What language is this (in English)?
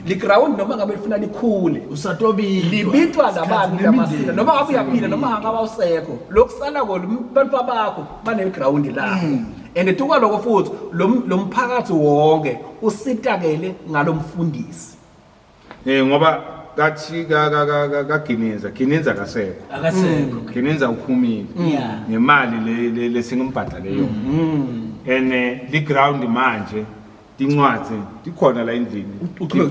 Zulu